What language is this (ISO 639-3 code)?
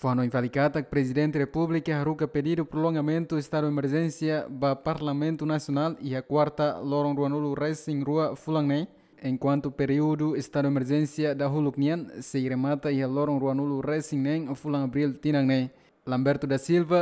tet